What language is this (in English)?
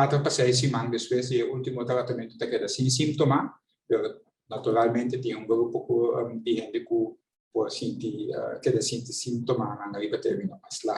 Papiamento